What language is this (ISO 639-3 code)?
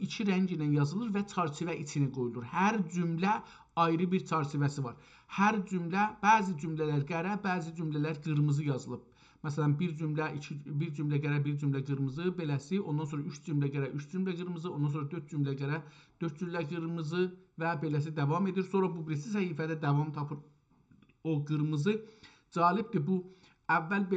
azb